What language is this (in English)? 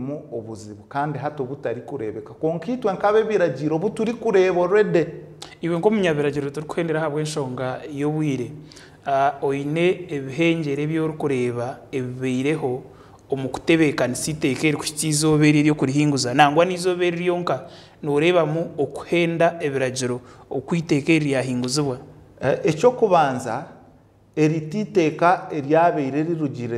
Nyankole